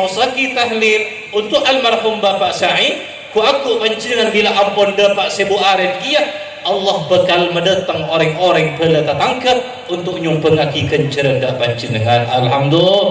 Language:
Madurese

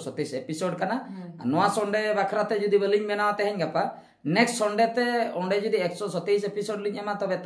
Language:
Santali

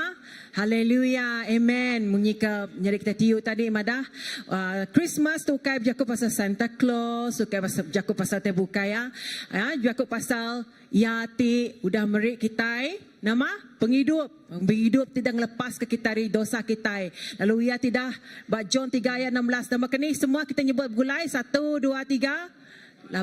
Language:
Iban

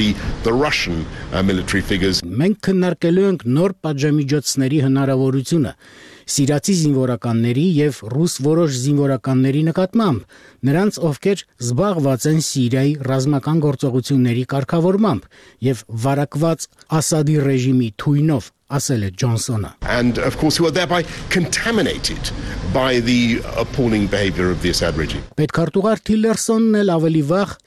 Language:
Armenian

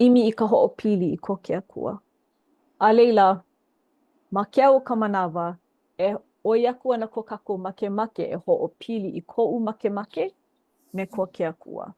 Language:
Hawaiian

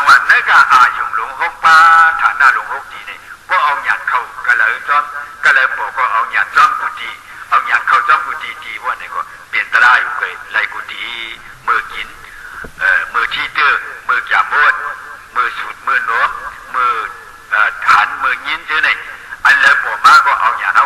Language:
Shan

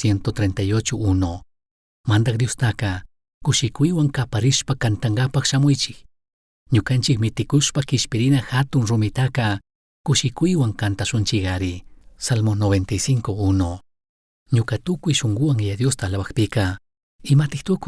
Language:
Chimborazo Highland Quichua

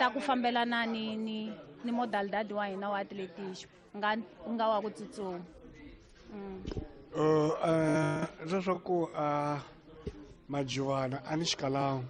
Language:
Tsonga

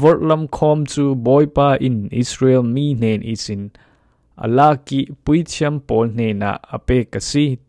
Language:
Falam Chin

